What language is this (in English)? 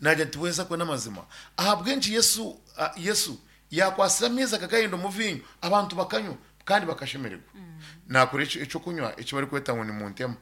Nyankole